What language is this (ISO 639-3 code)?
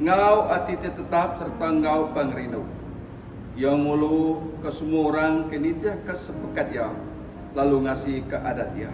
iba